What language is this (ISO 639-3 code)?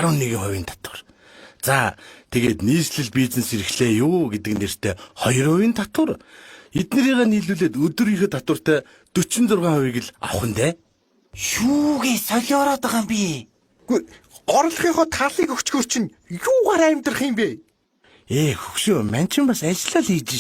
mon